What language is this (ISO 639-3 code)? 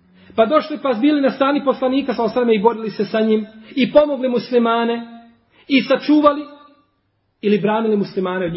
bos